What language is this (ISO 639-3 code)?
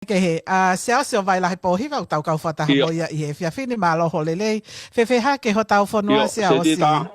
ton